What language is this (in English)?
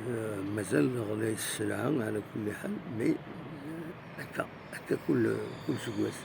Kabyle